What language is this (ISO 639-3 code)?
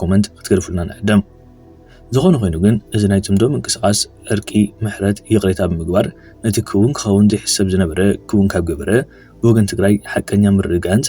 tir